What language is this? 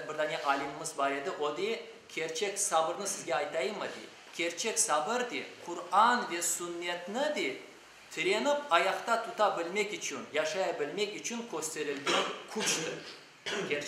Crimean Tatar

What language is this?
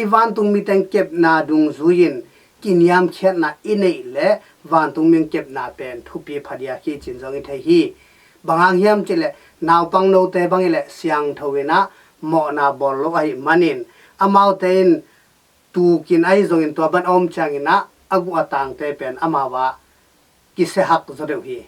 Tedim Chin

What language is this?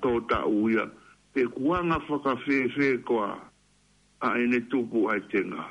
Tongan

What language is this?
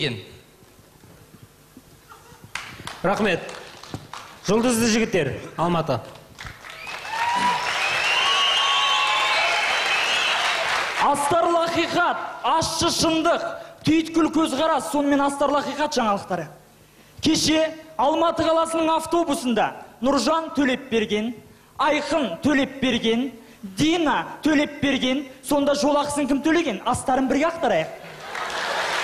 Kazakh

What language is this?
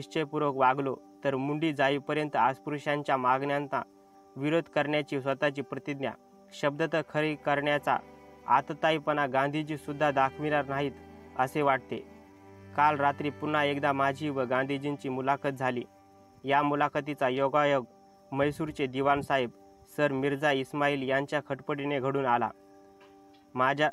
Marathi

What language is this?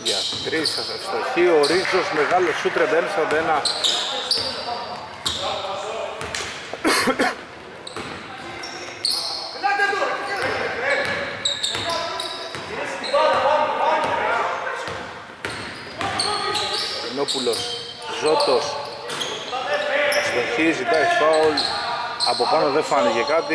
Greek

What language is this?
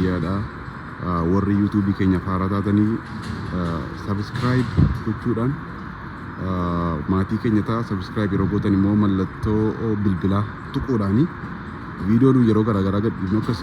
Oromo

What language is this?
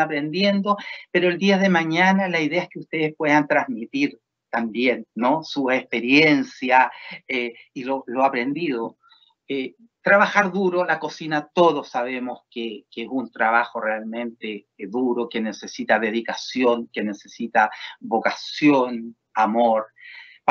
Spanish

